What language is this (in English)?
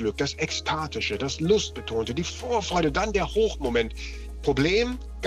German